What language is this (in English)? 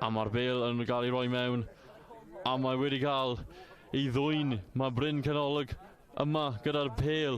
Welsh